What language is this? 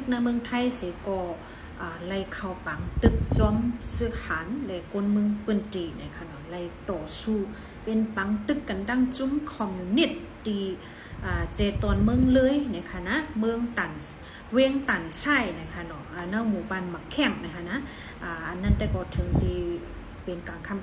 Shan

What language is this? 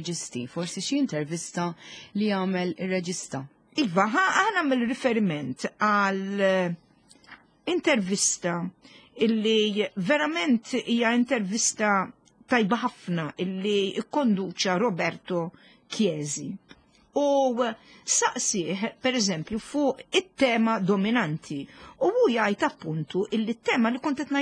Maltese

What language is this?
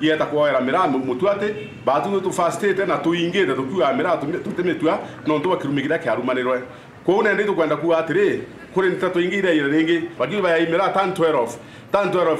Meru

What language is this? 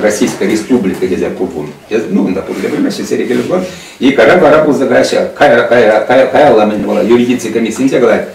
Chuvash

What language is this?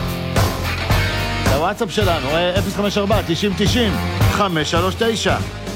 Hebrew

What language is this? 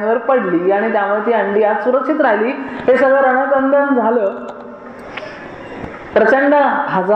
Marathi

